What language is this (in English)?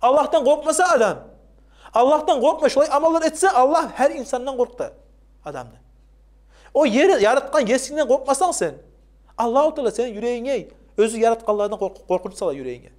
Kumyk